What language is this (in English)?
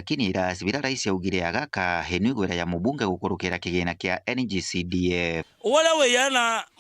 Meru